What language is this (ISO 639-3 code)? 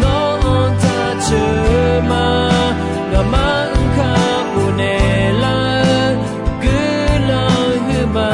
ahk